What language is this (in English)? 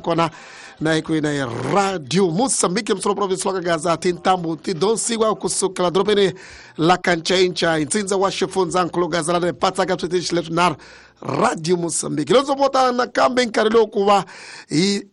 Tsonga